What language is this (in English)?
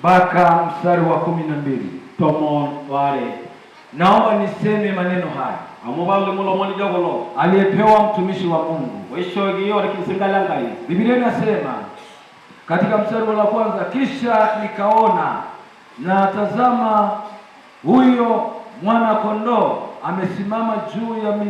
Swahili